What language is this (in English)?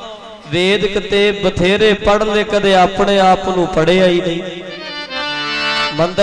Punjabi